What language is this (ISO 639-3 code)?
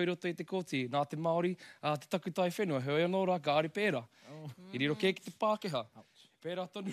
mri